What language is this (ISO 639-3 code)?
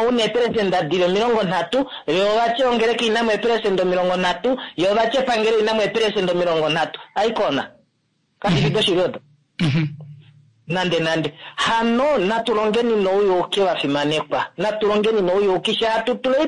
kua